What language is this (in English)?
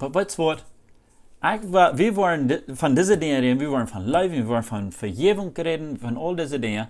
Plautdietsch